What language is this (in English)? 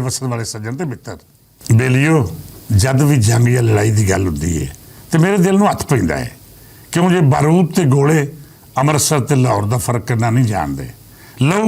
Western Panjabi